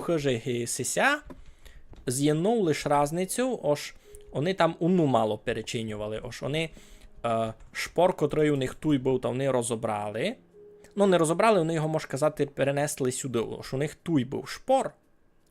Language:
Rusyn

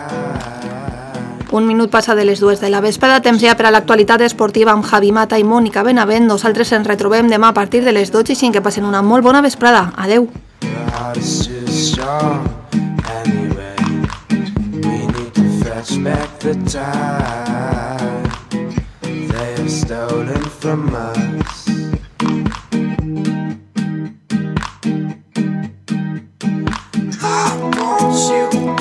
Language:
Catalan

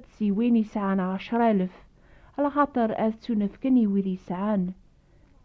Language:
Kabyle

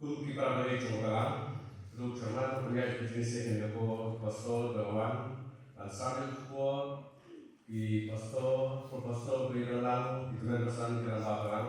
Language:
Khasi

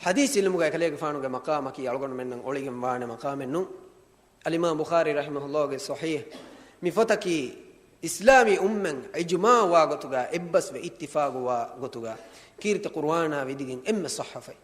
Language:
Divehi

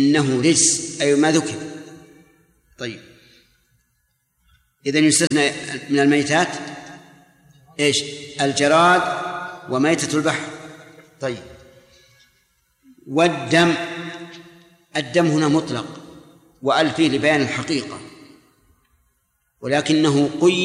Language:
Arabic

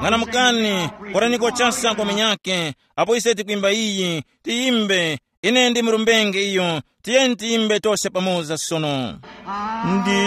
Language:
Tumbuka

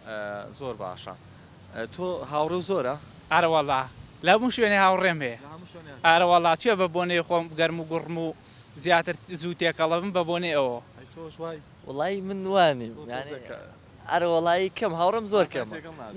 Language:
Central Kurdish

